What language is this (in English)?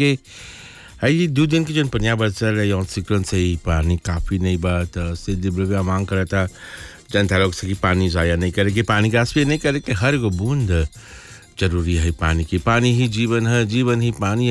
Bhojpuri